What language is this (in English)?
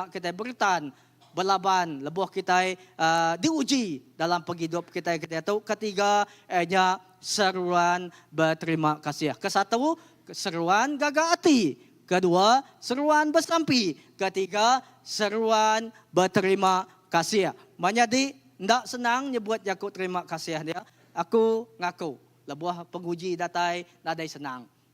Iban